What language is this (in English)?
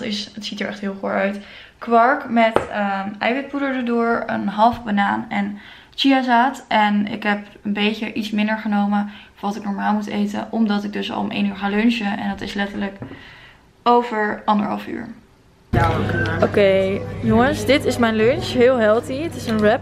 Dutch